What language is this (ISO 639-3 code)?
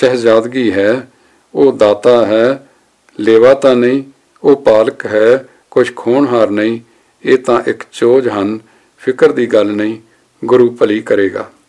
pan